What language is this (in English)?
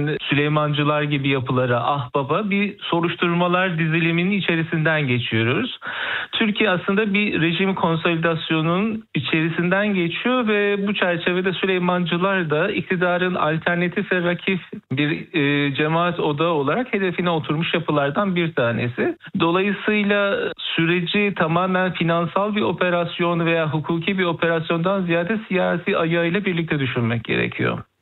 Turkish